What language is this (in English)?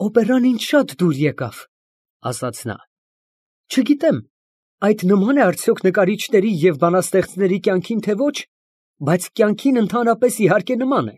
Armenian